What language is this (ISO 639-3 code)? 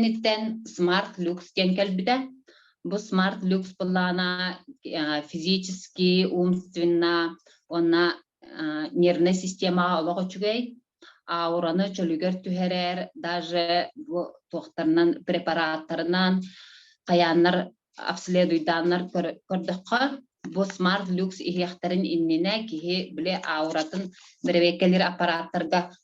sah